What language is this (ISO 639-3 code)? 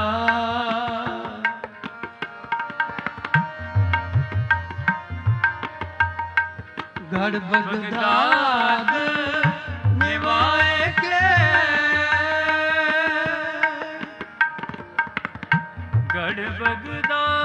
pan